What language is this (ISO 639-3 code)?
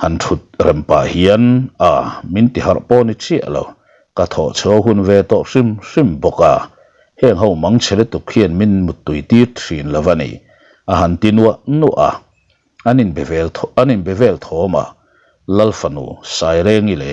lus